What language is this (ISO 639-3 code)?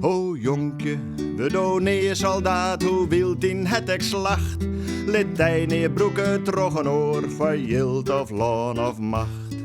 fry